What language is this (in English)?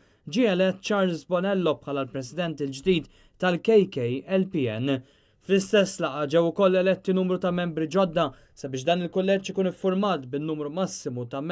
Maltese